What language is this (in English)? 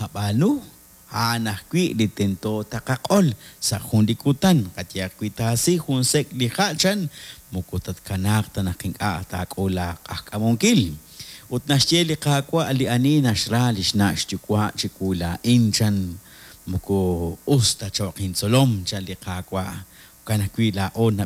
Kekchí